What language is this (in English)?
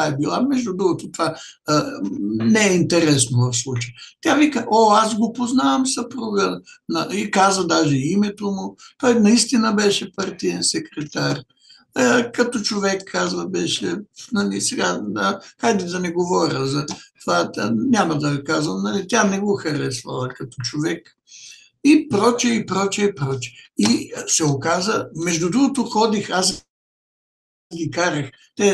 Bulgarian